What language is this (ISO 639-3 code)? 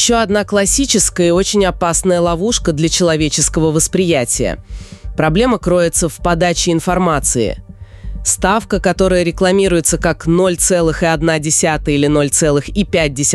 rus